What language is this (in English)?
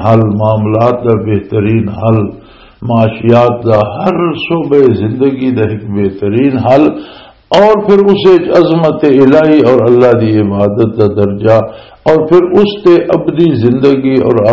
Western Panjabi